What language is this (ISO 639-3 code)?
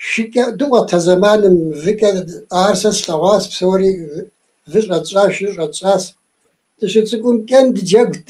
kbd